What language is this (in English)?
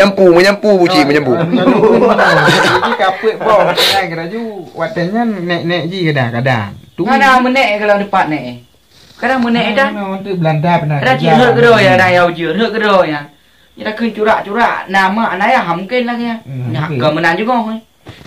Achinese